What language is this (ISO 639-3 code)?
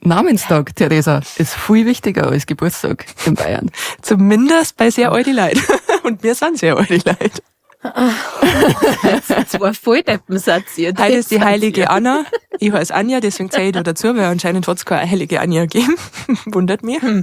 bar